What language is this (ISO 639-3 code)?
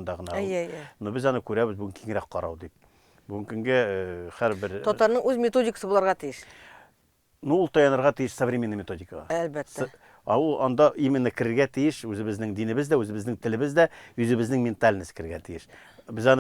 tat